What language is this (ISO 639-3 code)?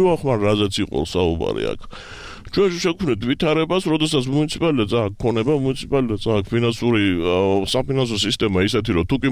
kat